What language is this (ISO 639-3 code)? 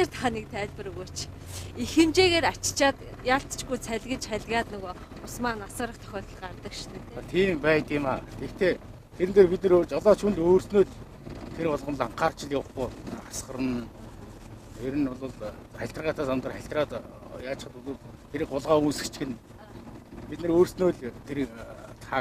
mon